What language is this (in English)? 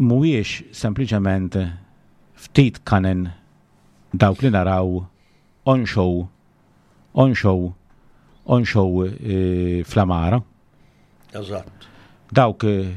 Maltese